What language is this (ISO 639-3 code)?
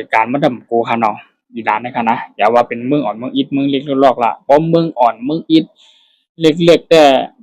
shn